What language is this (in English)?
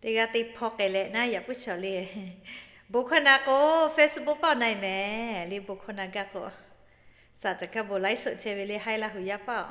Lahu